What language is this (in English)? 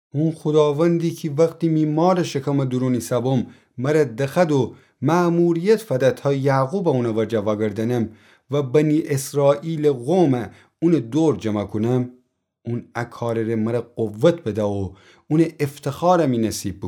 Gilaki